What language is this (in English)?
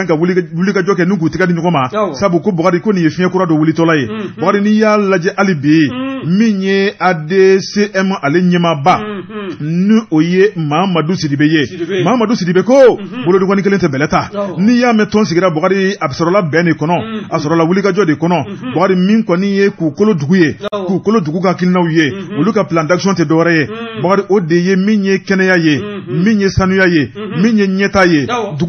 Bambara